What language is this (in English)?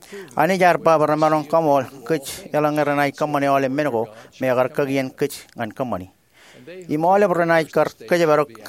Marshallese